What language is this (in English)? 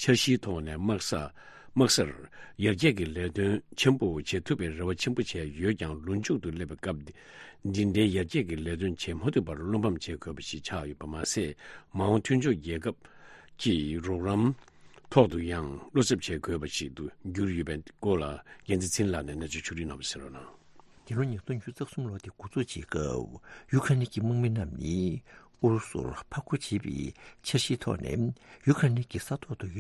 Tibetan